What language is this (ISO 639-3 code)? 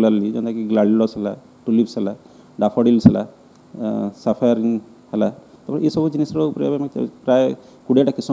ori